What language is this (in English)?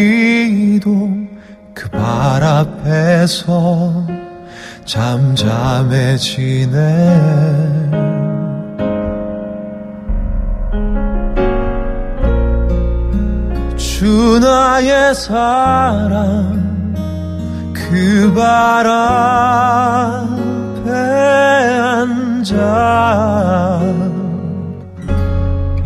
Korean